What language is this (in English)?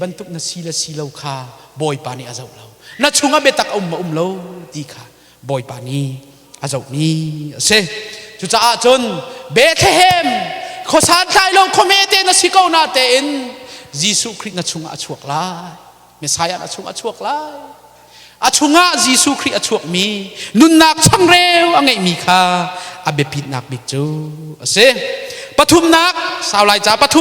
Hakha Chin